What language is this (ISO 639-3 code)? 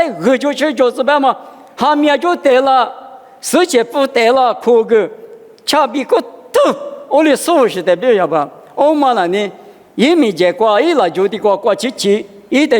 lis